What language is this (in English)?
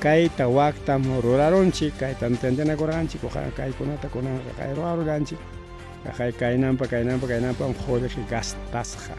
Ayacucho Quechua